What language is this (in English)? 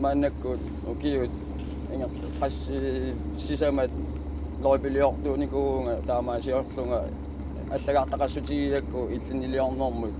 Kalaallisut